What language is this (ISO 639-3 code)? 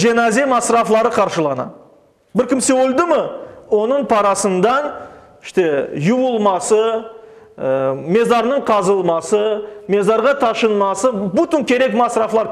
crh